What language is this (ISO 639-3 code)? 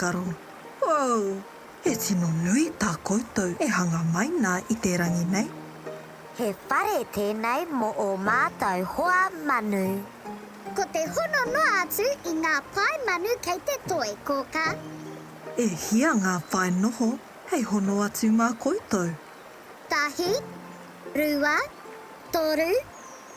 mri